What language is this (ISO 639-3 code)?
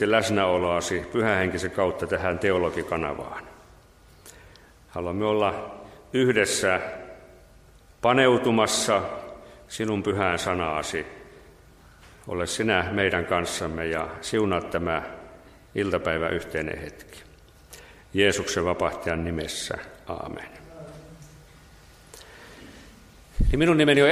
fin